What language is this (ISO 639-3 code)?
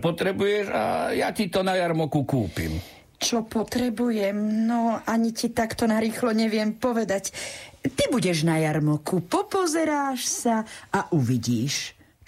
slk